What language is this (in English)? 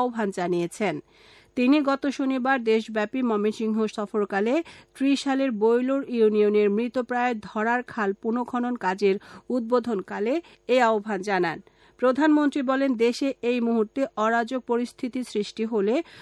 Bangla